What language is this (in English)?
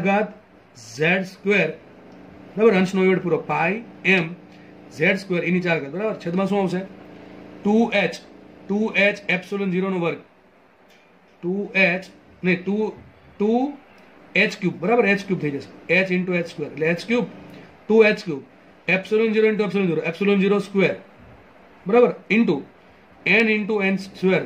Gujarati